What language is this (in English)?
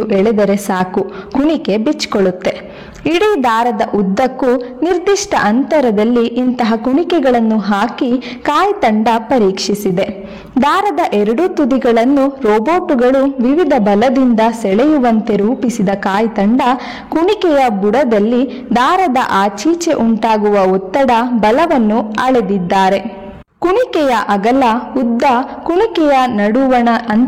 Kannada